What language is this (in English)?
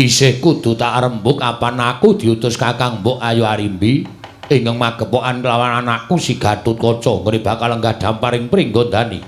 Javanese